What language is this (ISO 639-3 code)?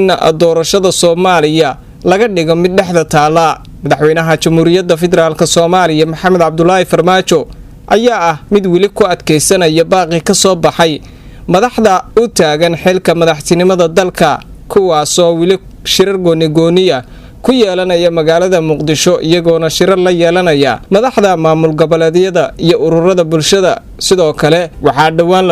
som